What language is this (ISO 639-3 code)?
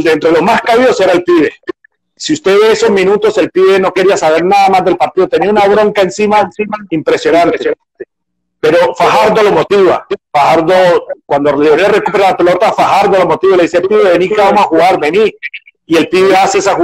spa